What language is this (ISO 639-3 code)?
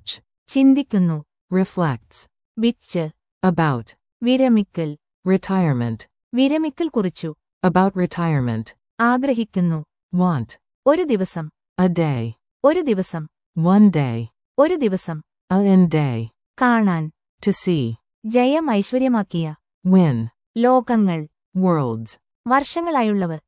mal